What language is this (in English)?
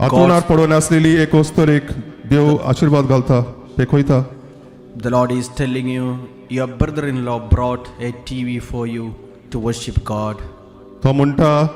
Konkani